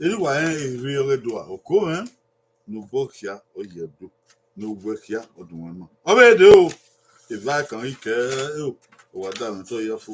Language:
Bini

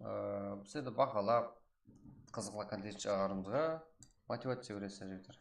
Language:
Kara-Kalpak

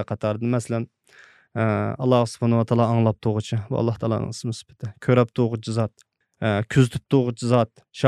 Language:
Uyghur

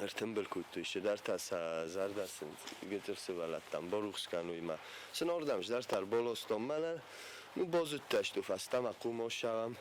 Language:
Ossetic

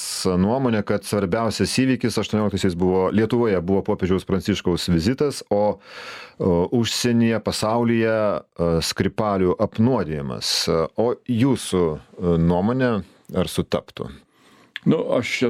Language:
Lithuanian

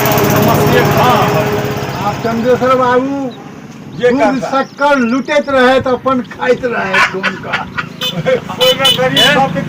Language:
Maithili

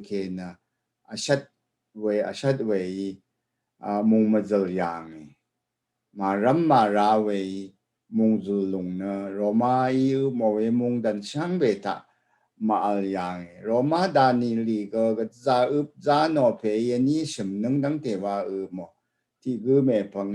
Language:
Rawang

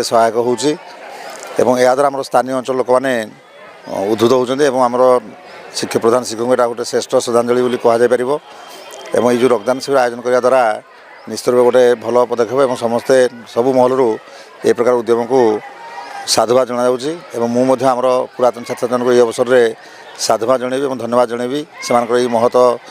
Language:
Odia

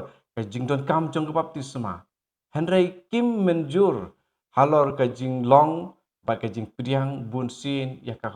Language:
Khasi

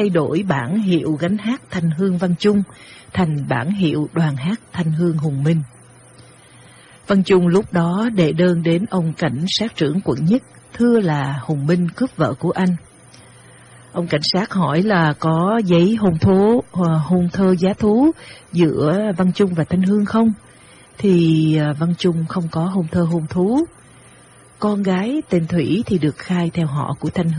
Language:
Vietnamese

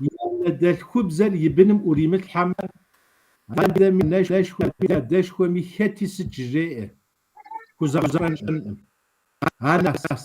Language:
Kabardian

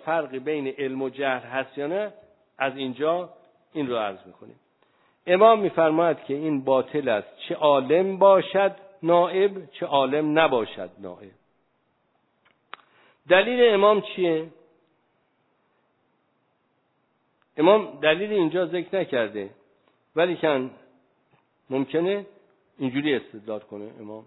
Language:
Persian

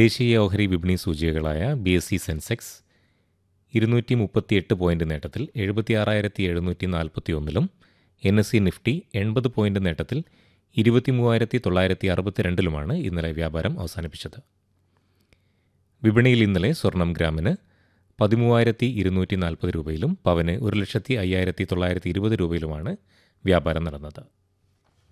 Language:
Malayalam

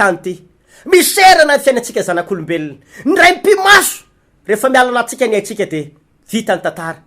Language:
Malagasy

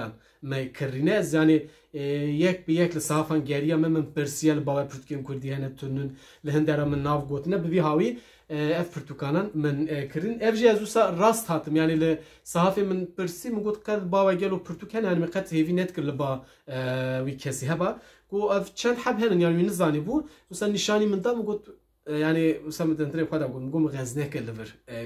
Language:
Kurdish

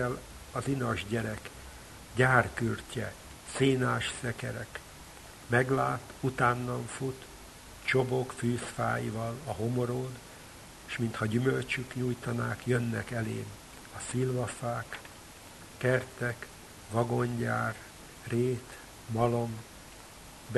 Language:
Hungarian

